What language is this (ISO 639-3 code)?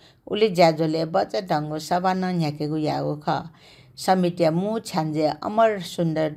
new